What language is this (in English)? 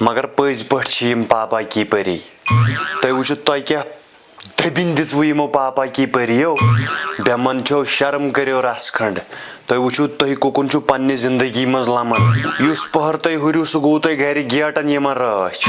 Kashmiri